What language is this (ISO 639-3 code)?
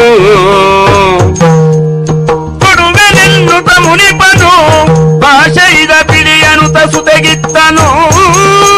kan